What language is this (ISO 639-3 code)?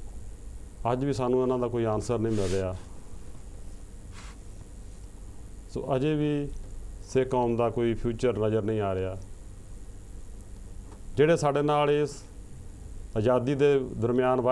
pan